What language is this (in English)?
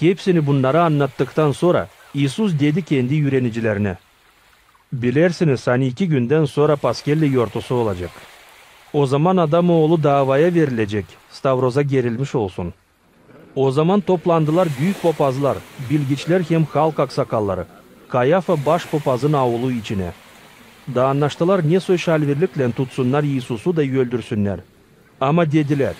Gagauz